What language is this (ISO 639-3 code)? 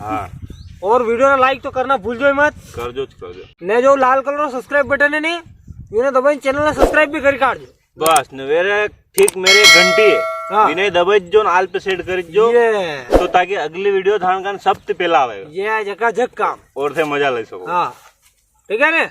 raj